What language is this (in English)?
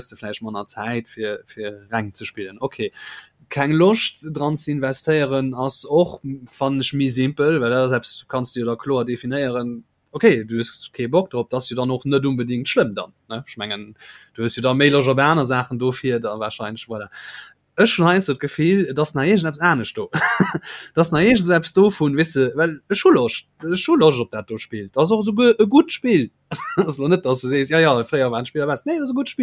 Luxembourgish